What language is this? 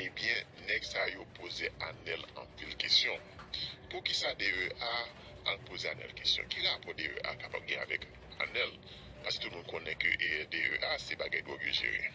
Haitian Creole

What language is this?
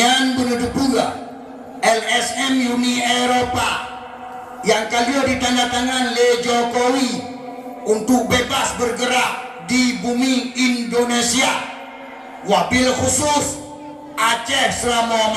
Achinese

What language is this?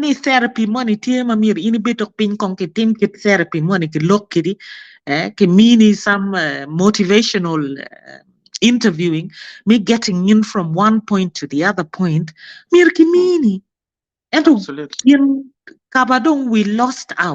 Acoli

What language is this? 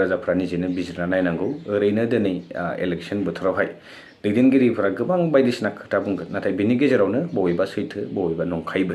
Bodo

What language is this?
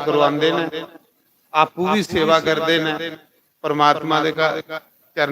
Dogri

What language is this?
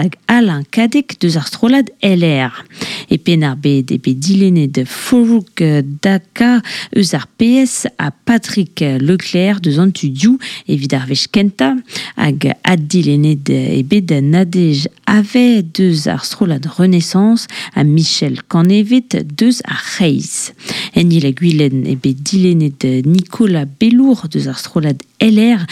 Breton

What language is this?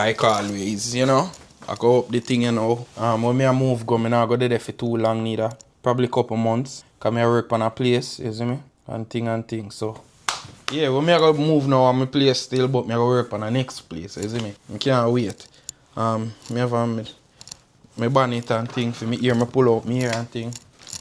Jamaican Creole English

